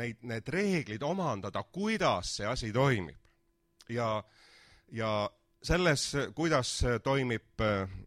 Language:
Estonian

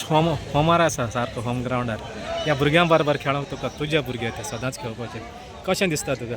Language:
Konkani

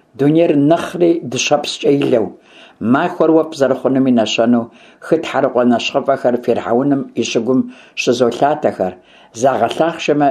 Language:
Kabardian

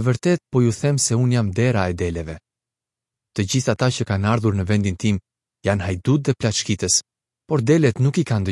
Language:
Albanian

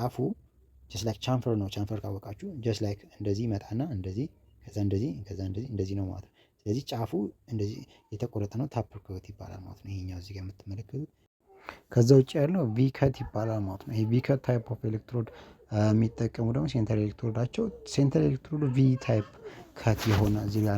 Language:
Amharic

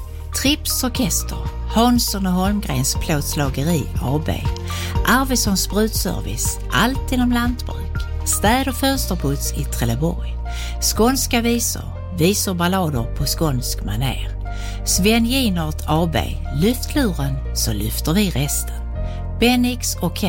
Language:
Swedish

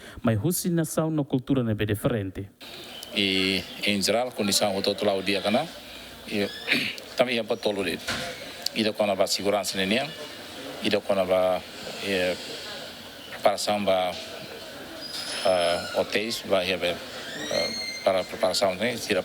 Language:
Tetum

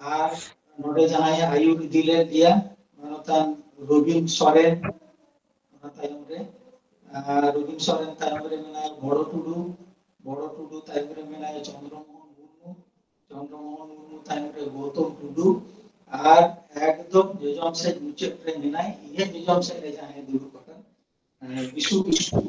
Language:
Santali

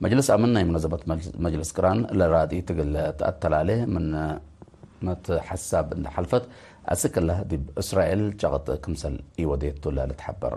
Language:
Tigre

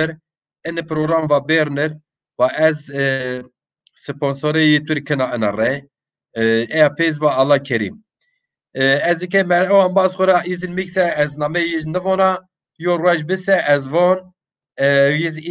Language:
Zaza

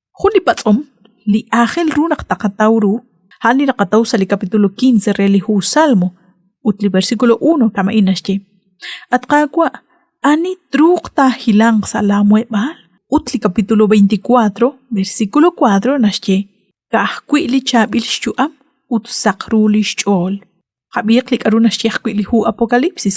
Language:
Kekchí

